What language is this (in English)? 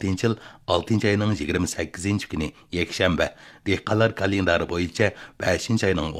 Uyghur